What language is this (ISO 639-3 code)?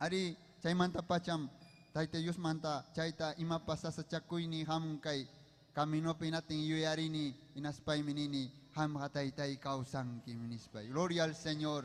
quy